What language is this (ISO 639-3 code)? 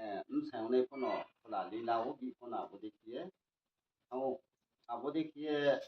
ria